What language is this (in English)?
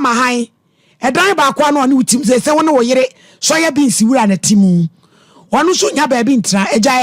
Akan